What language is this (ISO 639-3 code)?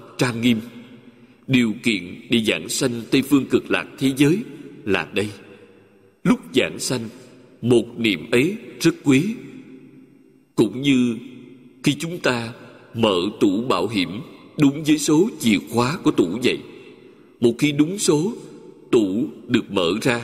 vie